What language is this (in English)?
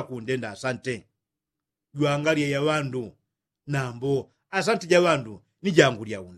Yao